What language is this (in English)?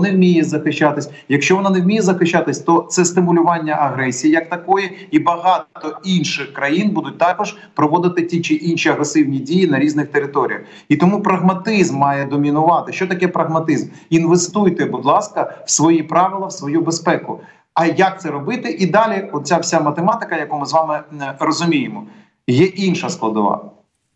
Ukrainian